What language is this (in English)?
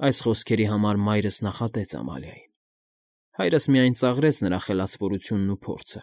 Armenian